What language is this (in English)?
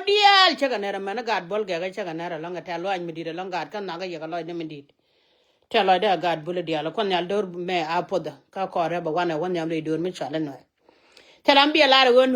Nuer